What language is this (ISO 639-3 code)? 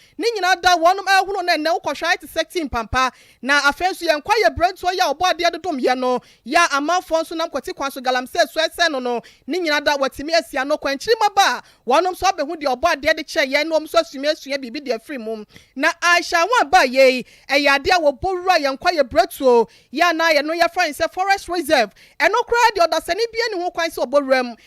aka